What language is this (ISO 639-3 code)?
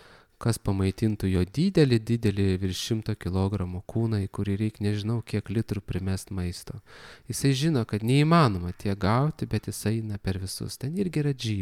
lit